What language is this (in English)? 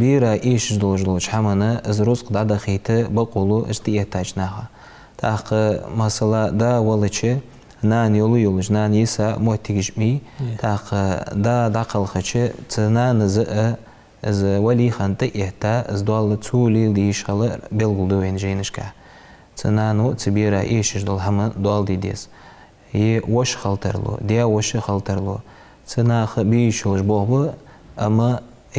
Ingush